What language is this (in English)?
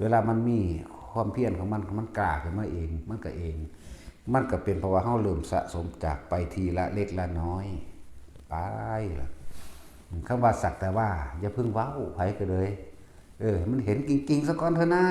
Northeastern Thai